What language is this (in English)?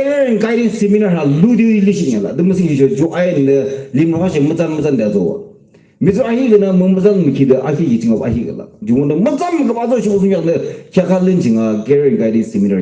Yimchungru Naga